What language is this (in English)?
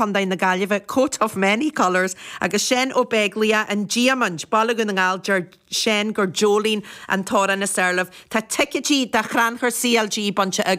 Irish